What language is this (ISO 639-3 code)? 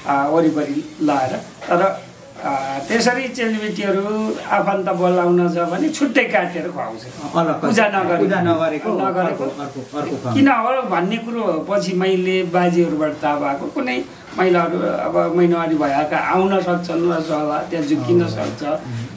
nep